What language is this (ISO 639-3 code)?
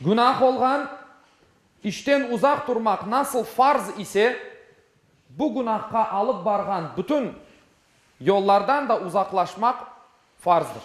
crh